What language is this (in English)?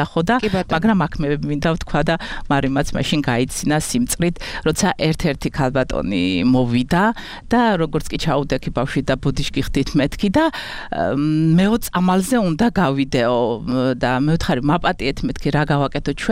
Georgian